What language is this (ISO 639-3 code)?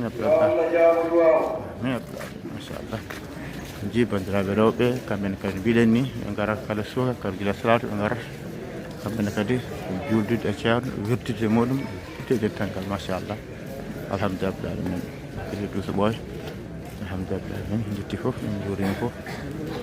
ful